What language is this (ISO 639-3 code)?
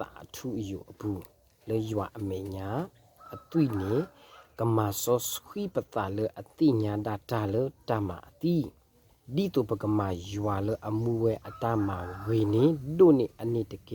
ksw